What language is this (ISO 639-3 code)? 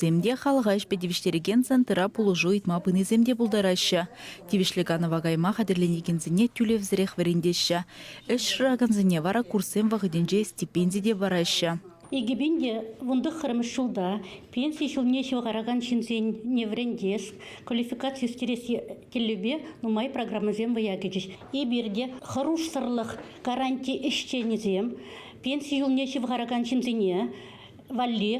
chv